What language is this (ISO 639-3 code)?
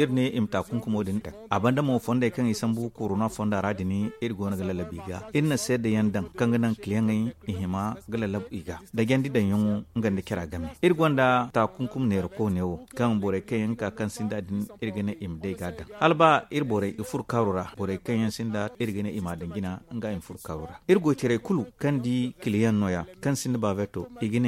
dje